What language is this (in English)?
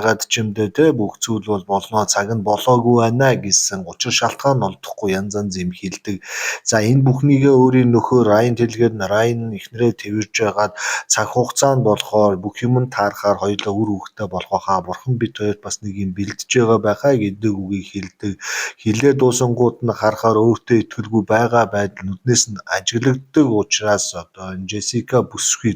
Mongolian